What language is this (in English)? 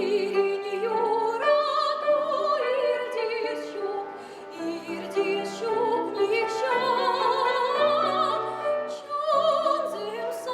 Chuvash